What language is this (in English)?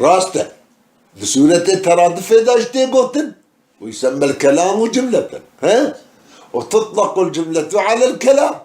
Kurdish